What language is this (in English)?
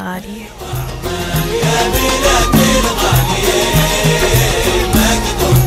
Arabic